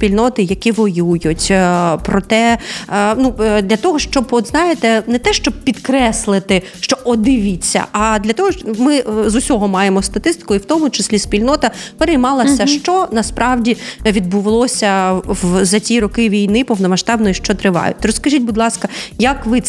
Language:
Ukrainian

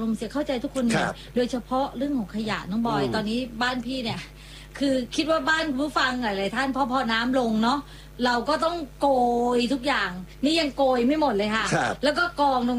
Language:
Thai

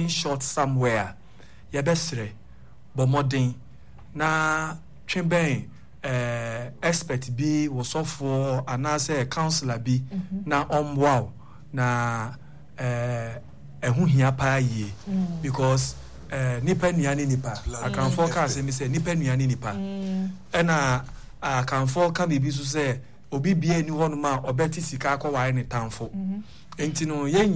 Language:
Akan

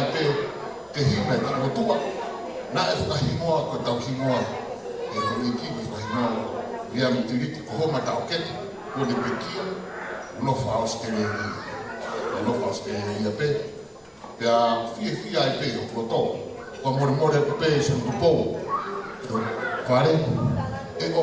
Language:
Tongan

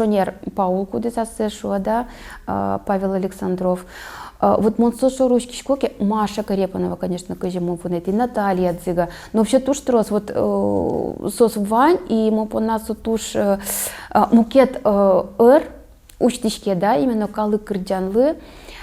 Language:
Udmurt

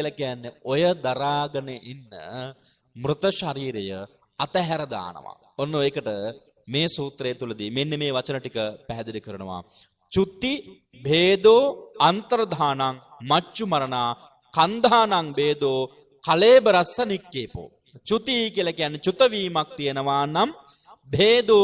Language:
Sinhala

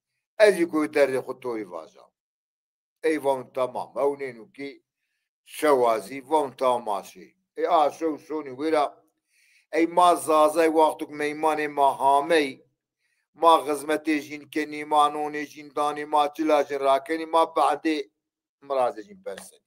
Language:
Zaza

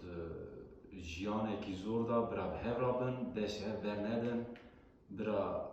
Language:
Kurdish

